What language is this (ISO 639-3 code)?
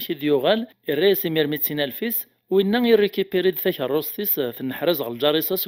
kab